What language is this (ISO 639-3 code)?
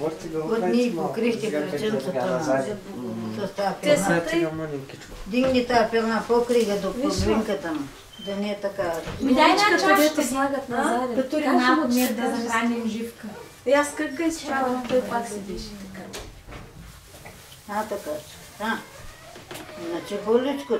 bul